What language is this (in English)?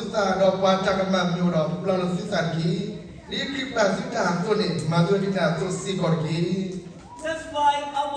S'gaw Karen